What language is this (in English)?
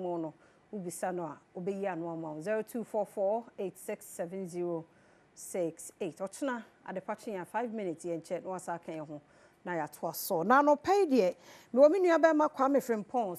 Akan